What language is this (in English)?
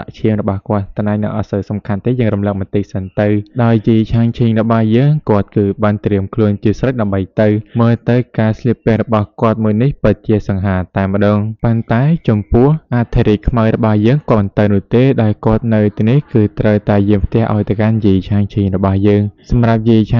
Khmer